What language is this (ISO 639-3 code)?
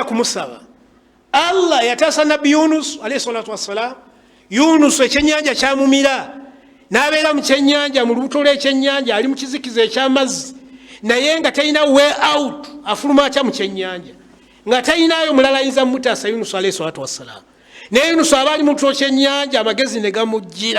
lug